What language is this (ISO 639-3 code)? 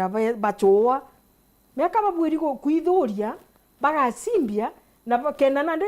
mer